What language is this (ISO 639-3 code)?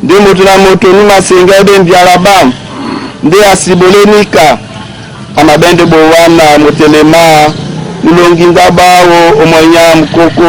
dua